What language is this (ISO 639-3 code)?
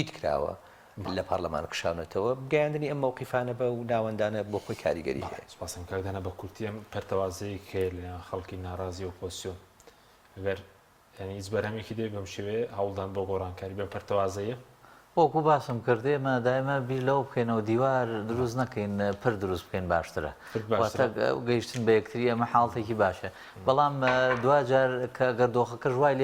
ckb